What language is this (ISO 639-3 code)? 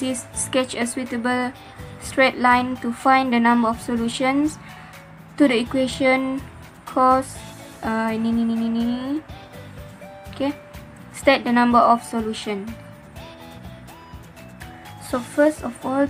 msa